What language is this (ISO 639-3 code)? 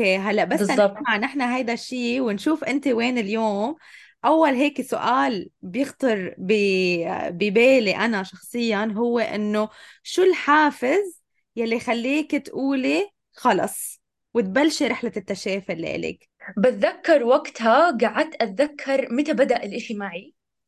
apc